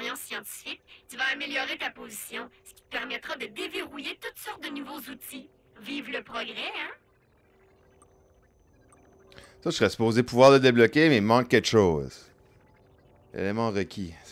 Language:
French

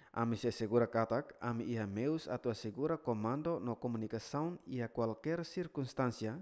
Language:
Tetum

